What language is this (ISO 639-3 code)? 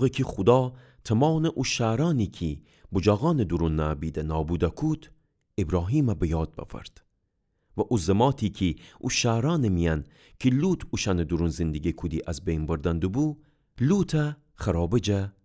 glk